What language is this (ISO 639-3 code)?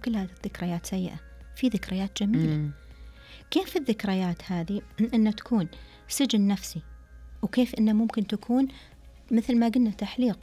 ars